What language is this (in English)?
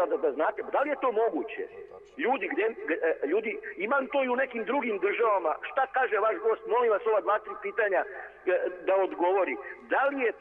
Serbian